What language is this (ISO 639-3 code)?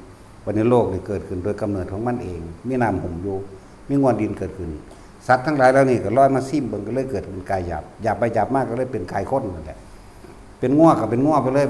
tts